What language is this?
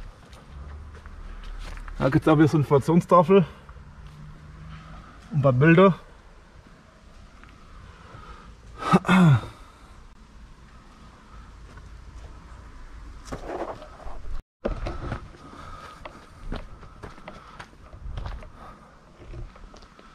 German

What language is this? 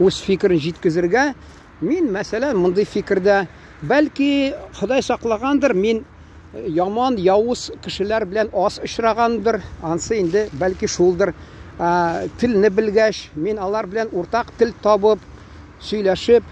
Tatar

